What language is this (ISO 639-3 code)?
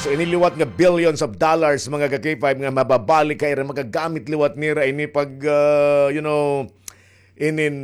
war